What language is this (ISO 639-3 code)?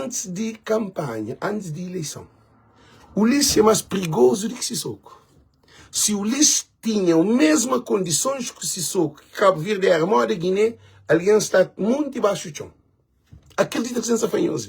kea